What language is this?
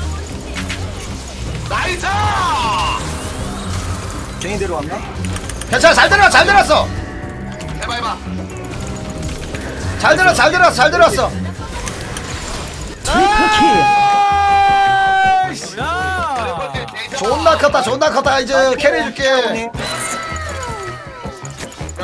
Korean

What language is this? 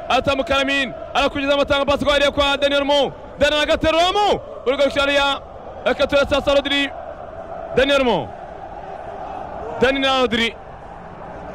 Kinyarwanda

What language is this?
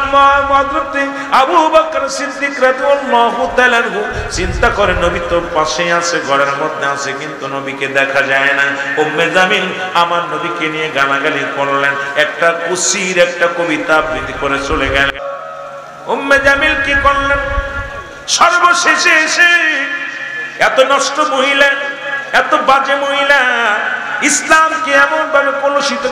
Bangla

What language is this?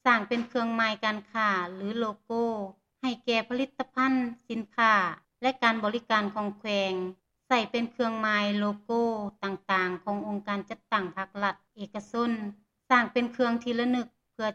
Lao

